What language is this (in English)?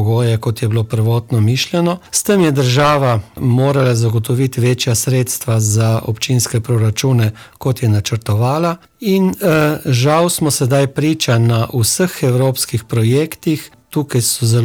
Slovenian